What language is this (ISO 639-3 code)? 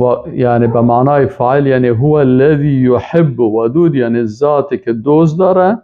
fas